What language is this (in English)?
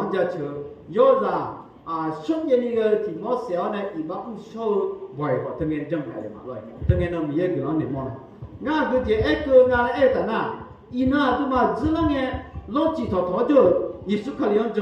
Akha